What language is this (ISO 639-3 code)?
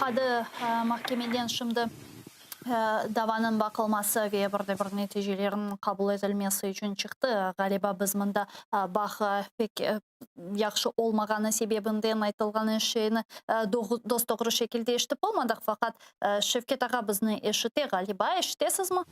crh